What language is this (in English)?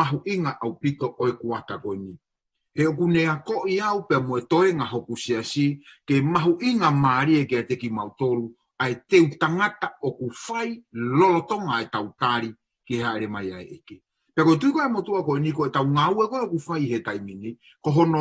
Tongan